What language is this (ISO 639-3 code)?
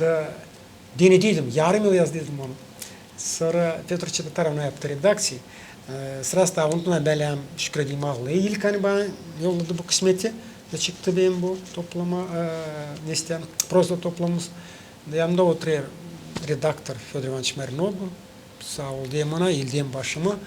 gag